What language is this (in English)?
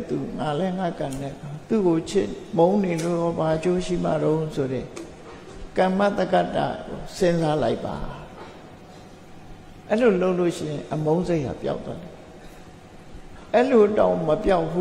Burmese